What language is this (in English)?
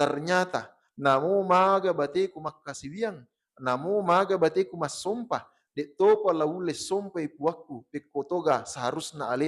Buginese